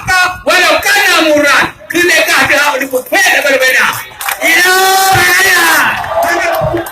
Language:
Achinese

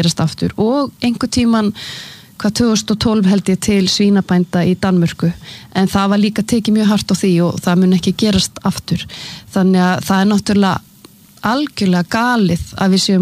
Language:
Icelandic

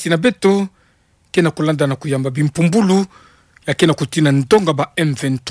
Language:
Kituba (Democratic Republic of Congo)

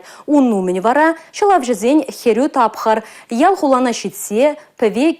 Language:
Chuvash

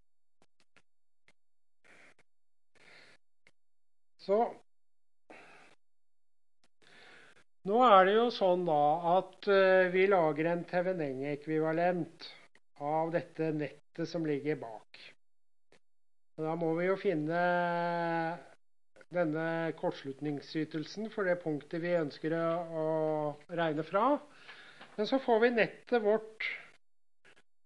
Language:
Norwegian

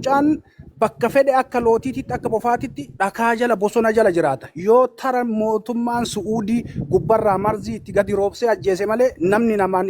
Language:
Oromo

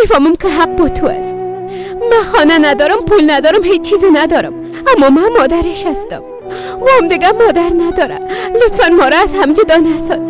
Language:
Persian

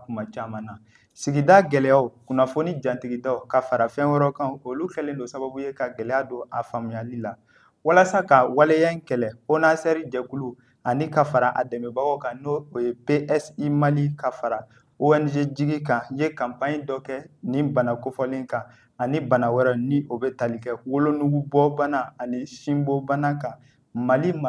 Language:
Bambara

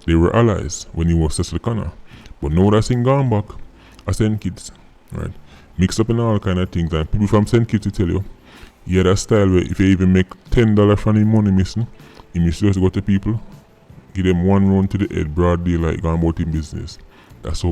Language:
Jamaican Creole English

